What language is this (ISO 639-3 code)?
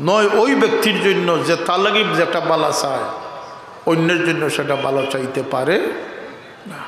syl